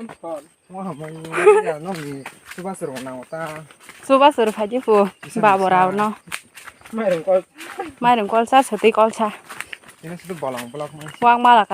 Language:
Kok Borok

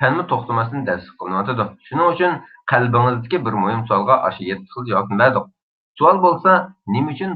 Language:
Uyghur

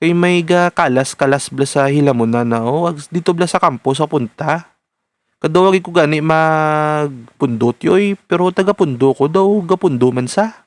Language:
Hiligaynon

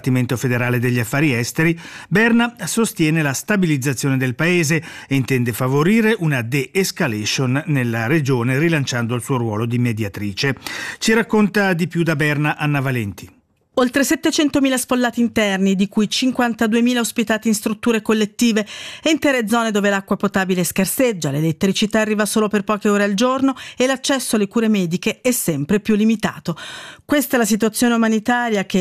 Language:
Italian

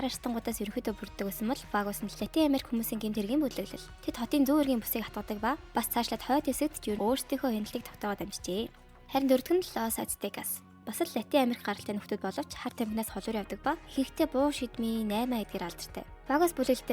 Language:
Mongolian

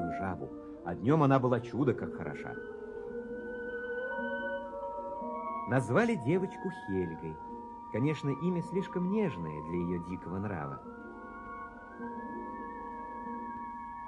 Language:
Russian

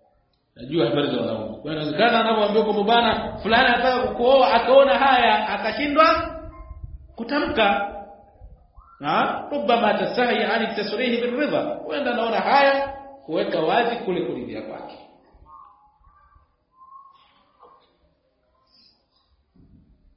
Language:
Swahili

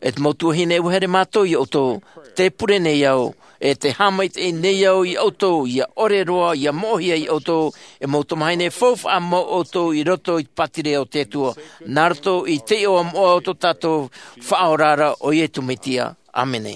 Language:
Tahitian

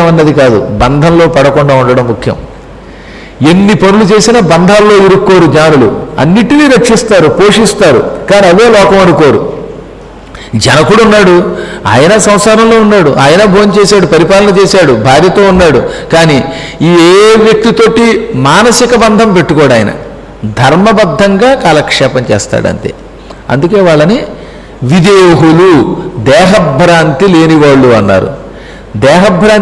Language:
Telugu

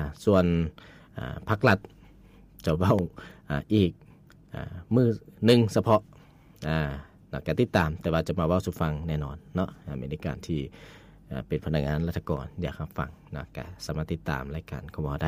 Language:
Lao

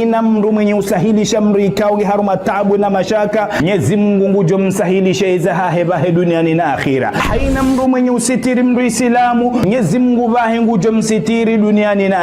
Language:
Ngazidja Comorian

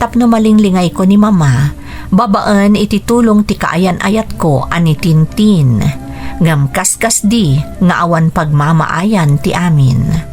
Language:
Iloko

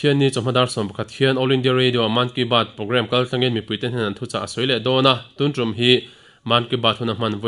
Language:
Mizo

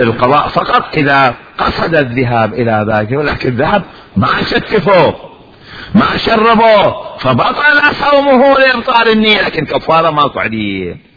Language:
Mesopotamian Arabic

